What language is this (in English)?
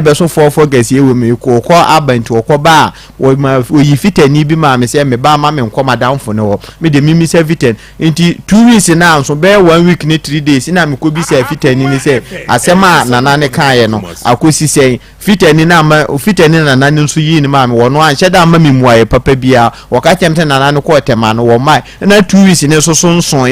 Akan